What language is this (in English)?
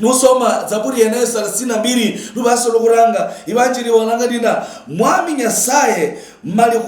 Luyia